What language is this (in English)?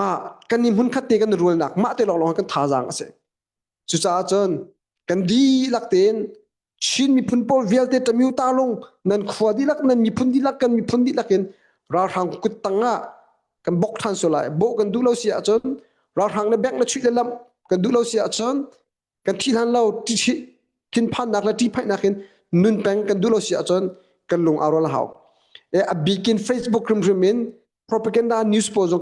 Hakha Chin